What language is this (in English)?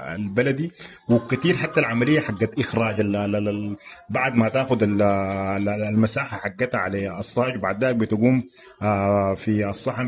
Sudanese Arabic